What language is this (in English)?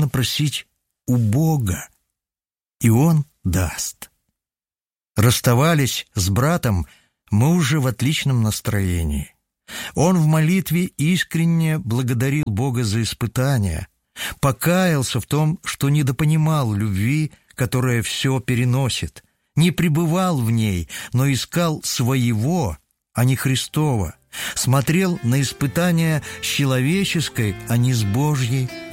Russian